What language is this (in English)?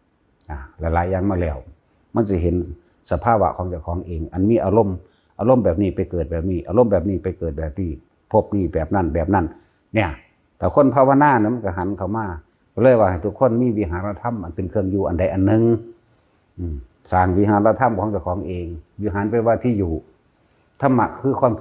Northeastern Thai